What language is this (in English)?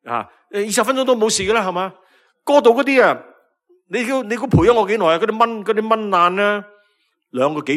Cantonese